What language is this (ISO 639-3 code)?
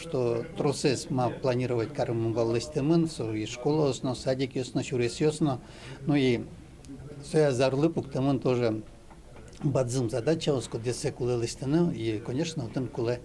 udm